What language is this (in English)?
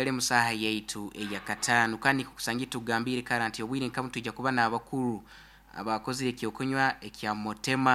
Nyankole